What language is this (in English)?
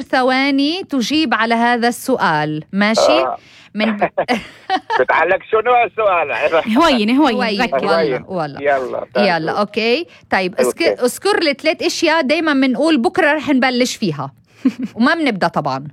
North Levantine Arabic